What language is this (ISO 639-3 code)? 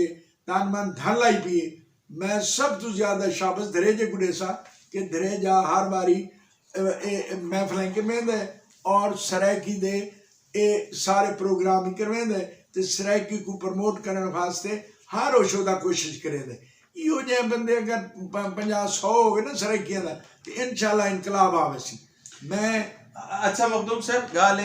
skr